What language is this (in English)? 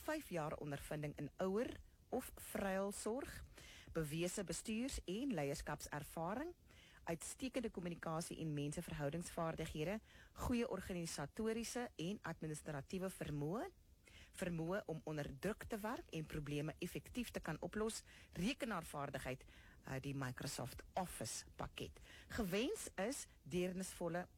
Afrikaans